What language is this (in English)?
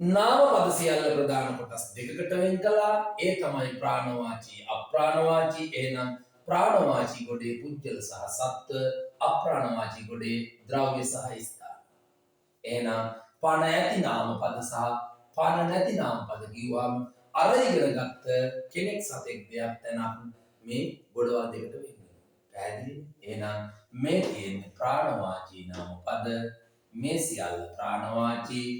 Sinhala